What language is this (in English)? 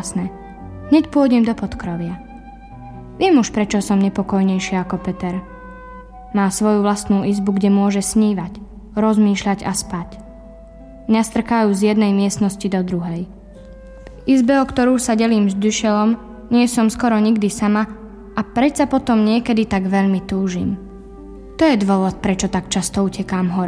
Slovak